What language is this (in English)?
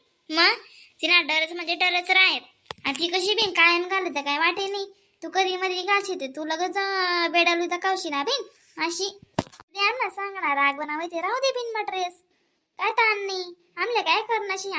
Khandesi